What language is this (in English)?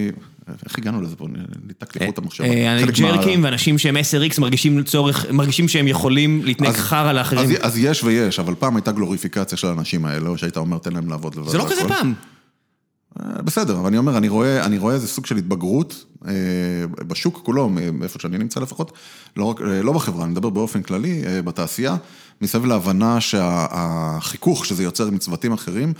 Hebrew